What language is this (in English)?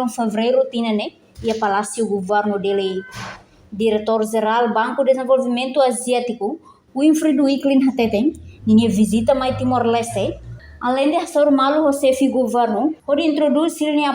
Tetum